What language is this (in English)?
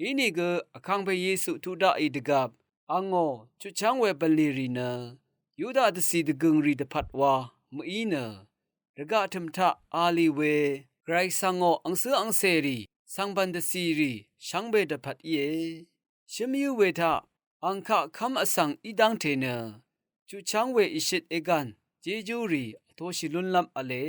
Rawang